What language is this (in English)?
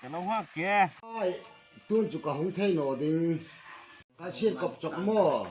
Hmar